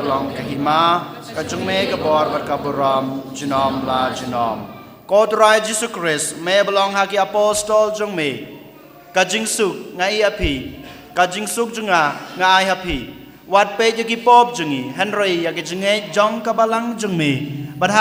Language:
Khasi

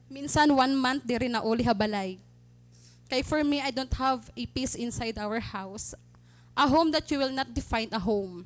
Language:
Waray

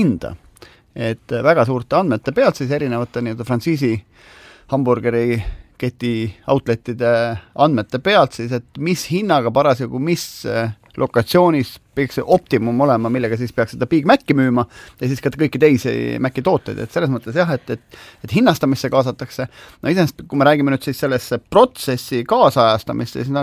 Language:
Estonian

